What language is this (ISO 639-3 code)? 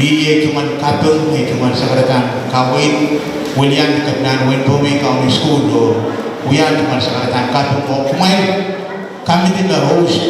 pon